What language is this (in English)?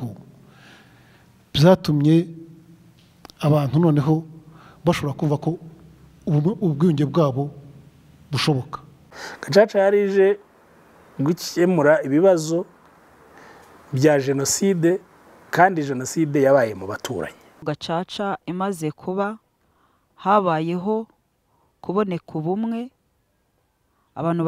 Kinyarwanda